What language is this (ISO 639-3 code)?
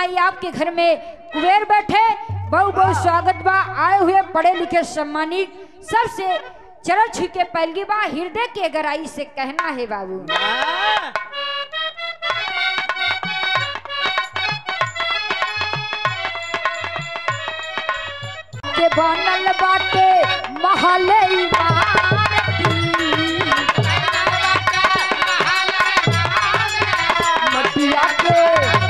bho